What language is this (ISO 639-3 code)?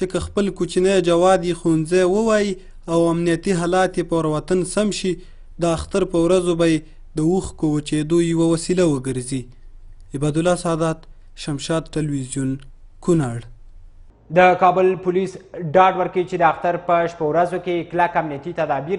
pus